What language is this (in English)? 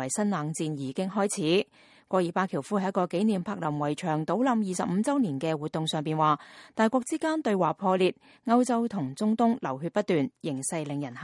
Cantonese